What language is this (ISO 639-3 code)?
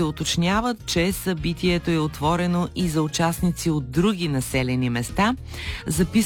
bul